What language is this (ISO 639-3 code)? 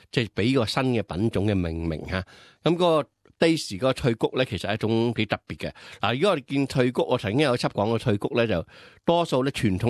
yue